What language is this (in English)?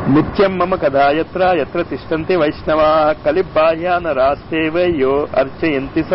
Telugu